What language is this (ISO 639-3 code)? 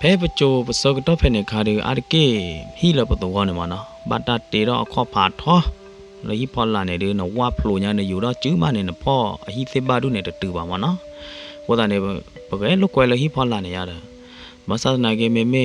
ksw